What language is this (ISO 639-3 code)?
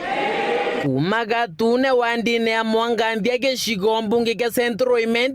mer